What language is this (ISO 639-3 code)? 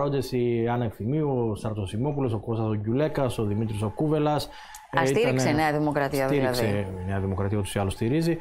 ell